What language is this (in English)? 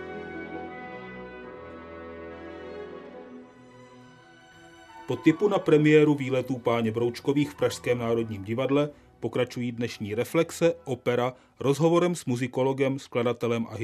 Czech